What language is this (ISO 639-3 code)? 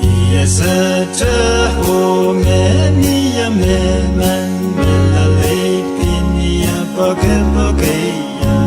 pon